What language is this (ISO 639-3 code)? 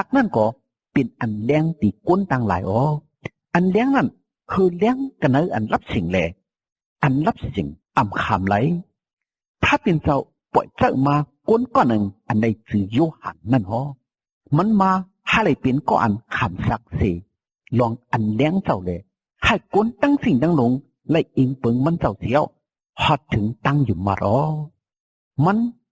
shn